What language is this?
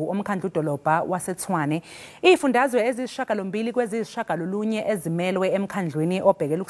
Zulu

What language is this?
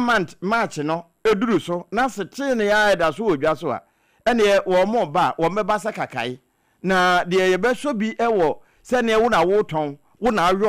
Akan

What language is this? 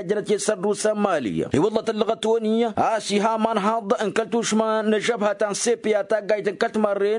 Tamasheq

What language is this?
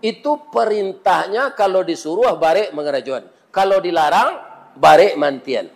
Minangkabau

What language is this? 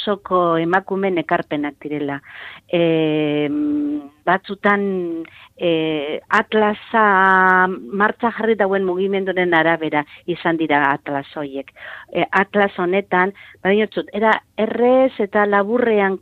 Basque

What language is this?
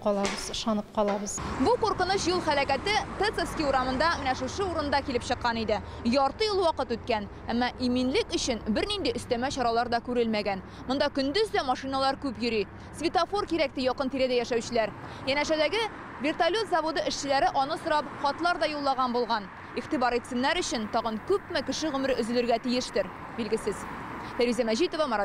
Tatar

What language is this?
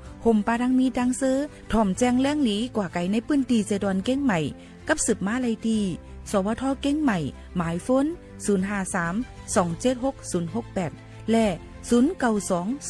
Shan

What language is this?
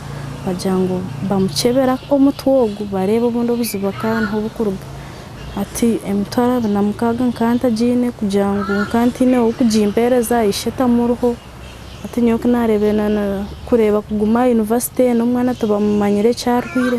Nyankole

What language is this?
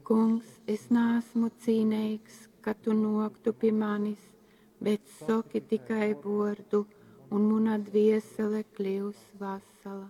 Latgalian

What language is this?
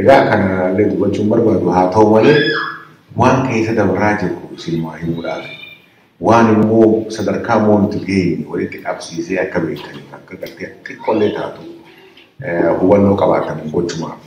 Oromo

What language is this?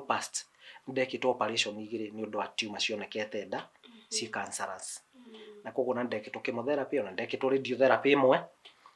Kikuyu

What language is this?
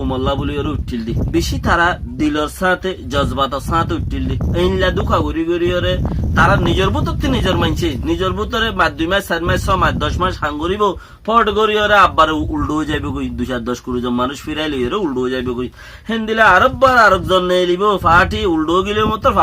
Rohingya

